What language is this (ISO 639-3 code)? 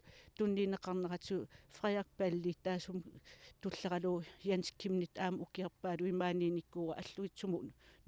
kal